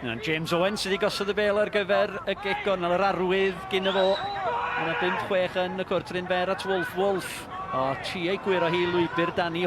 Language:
Welsh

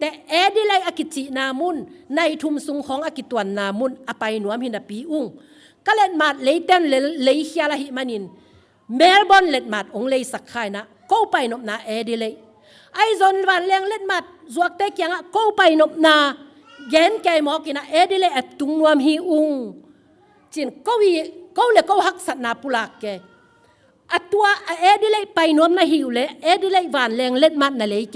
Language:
Tedim Chin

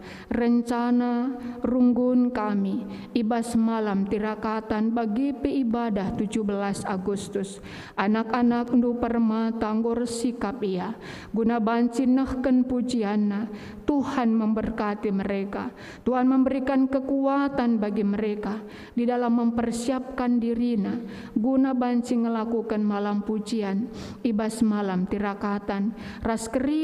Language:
Batak Karo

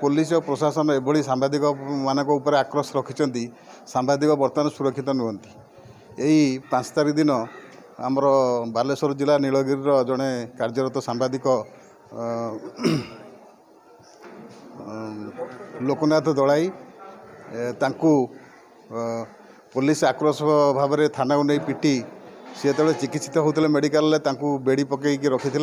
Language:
Odia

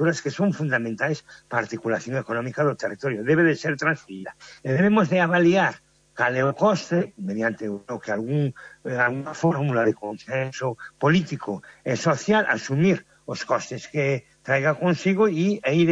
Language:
Galician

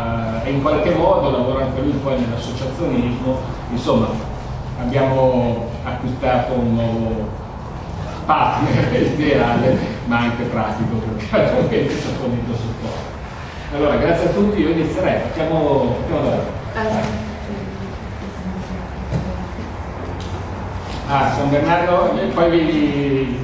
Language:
Italian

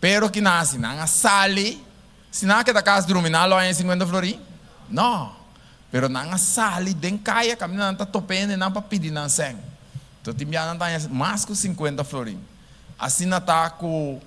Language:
Papiamento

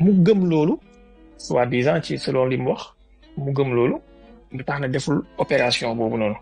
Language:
Wolof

